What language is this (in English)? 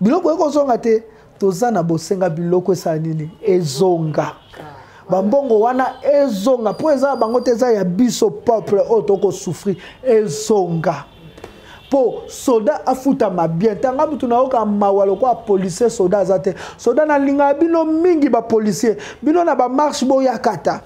Lingala